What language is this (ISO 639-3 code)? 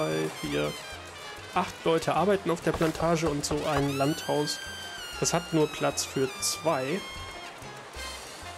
deu